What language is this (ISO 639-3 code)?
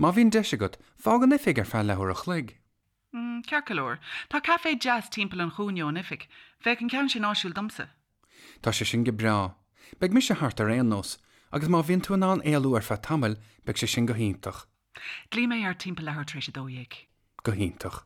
gle